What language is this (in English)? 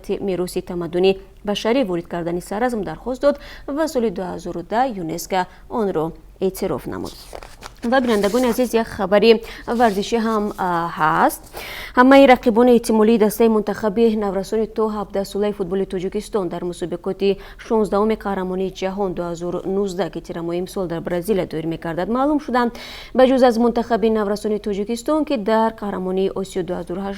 Tajik